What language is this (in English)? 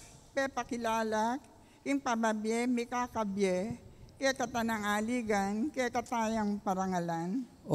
Pampanga